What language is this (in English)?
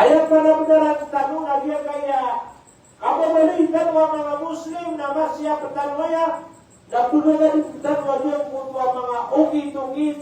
Maranao